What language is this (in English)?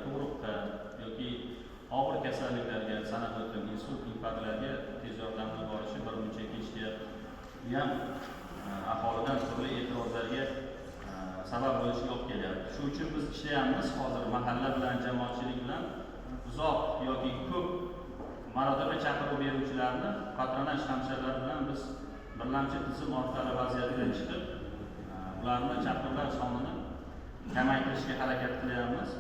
Uzbek